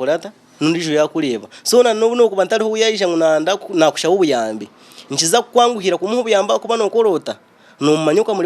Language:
Nyankole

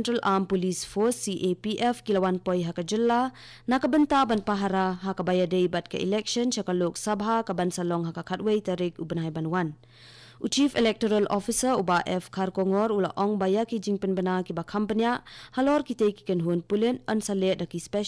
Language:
Khasi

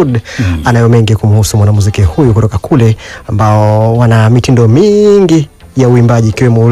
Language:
Swahili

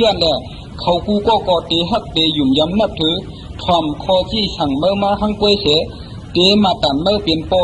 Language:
Shan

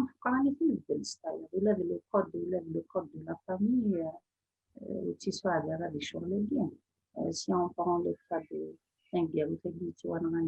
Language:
Kabyle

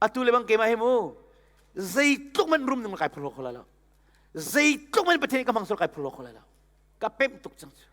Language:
Hakha Chin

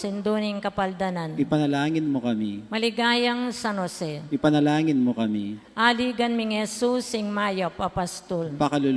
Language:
Pampanga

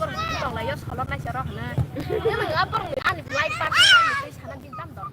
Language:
Kok Borok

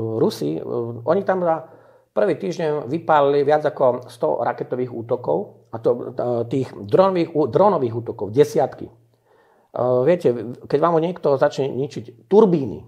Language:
Slovak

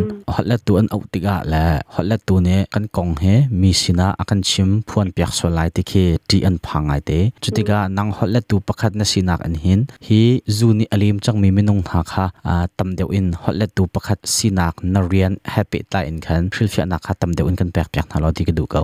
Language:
Hakha Chin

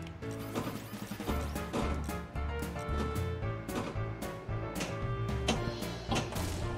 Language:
English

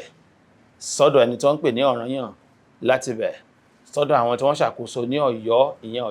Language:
Yoruba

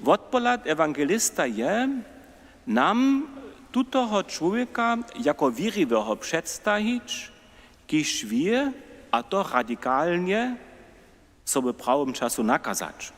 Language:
Upper Sorbian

